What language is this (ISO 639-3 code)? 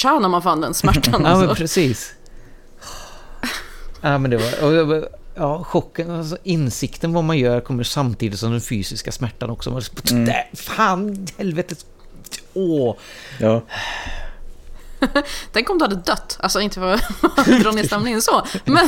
swe